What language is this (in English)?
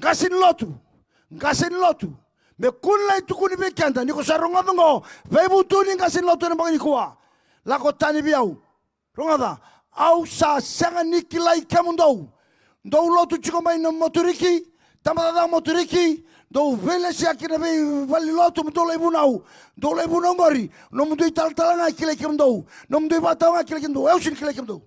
Fijian